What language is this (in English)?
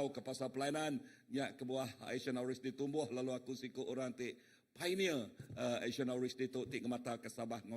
Iban